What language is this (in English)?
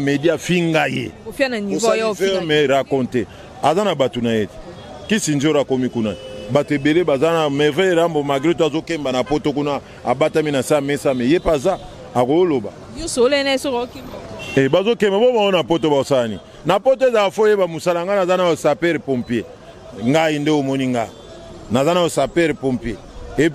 Lingala